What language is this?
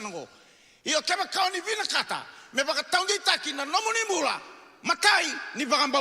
Fijian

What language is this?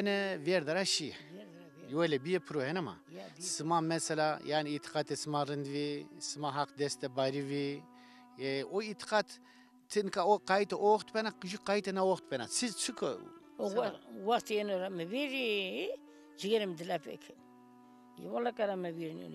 Zaza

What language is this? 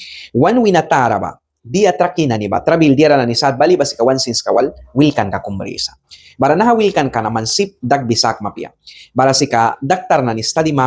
Mískito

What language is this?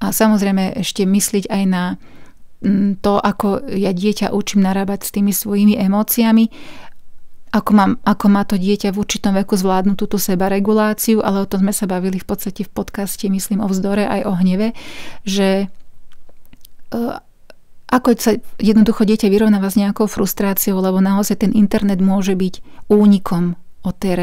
Slovak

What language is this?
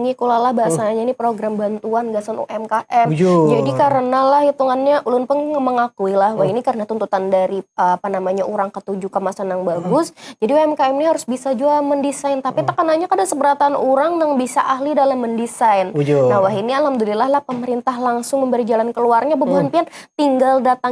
Banjar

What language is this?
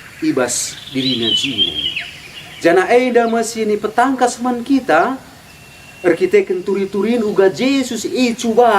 Batak Karo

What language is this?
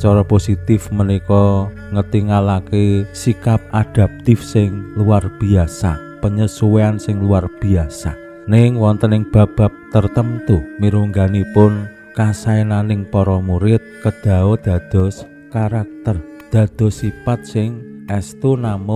Javanese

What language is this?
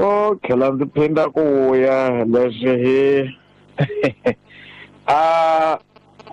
Tsonga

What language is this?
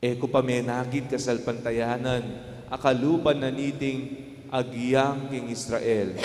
Pampanga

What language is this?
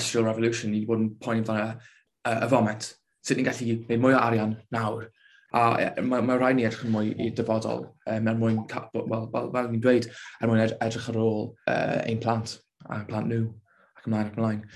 Welsh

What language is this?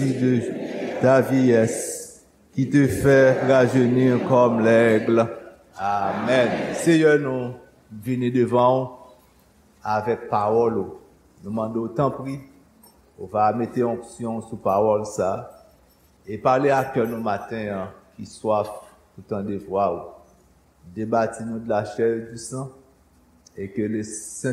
Haitian Creole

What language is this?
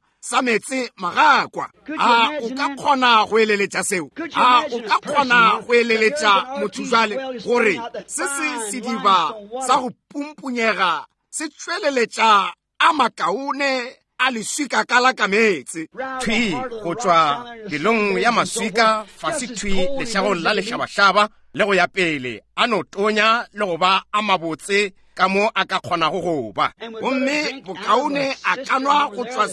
Northern Sotho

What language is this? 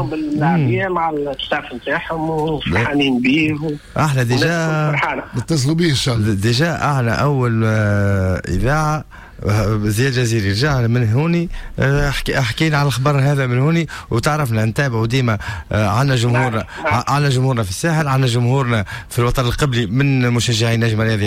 Tunisian Arabic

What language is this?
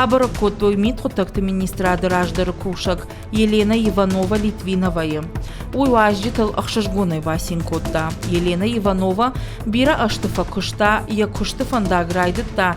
Ossetic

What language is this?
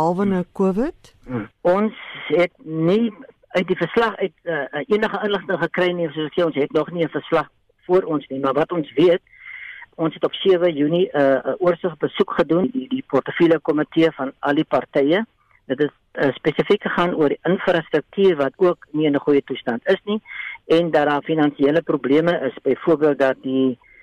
Afrikaans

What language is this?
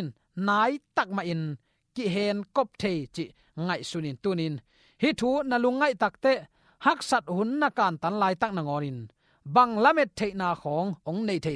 Tedim Chin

